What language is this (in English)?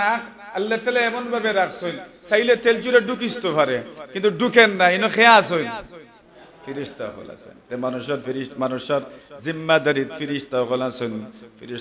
Sylheti